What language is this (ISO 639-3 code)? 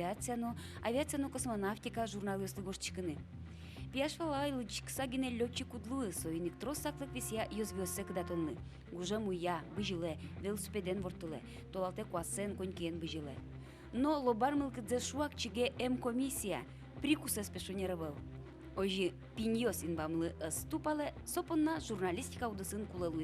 udm